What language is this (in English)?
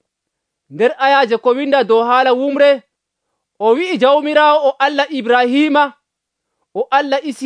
Nigerian Fulfulde